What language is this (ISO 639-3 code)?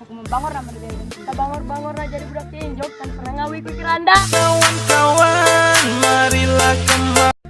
sun